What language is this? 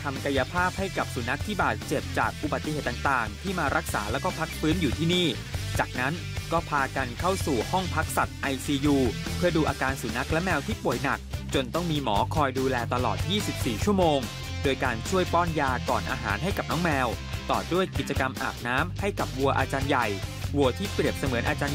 Thai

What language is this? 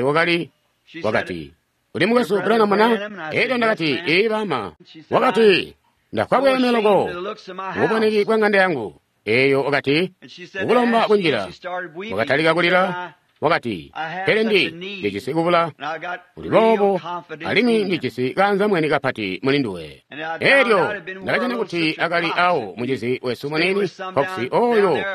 Tonga (Zambia)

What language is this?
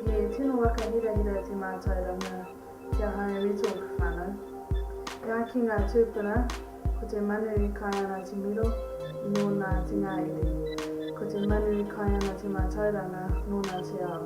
Māori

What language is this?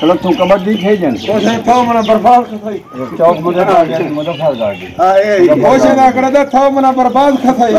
Saraiki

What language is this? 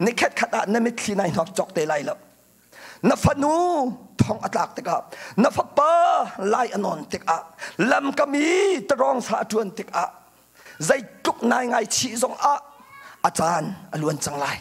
Hakha Chin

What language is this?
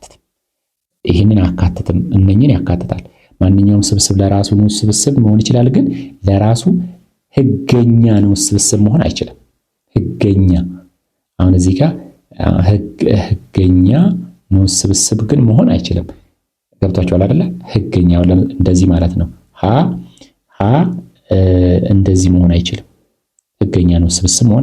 Amharic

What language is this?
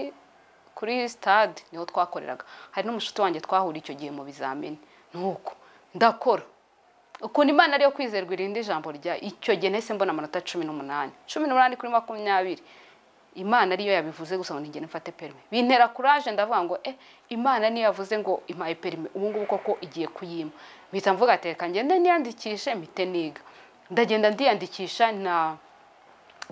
Kinyarwanda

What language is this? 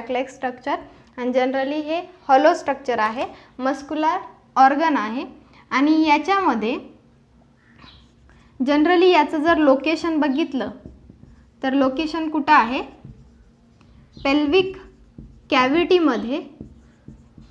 Marathi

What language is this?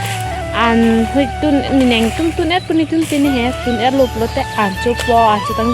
Karbi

